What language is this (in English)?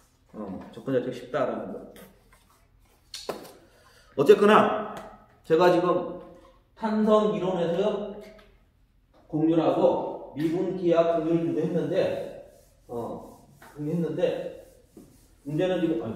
Korean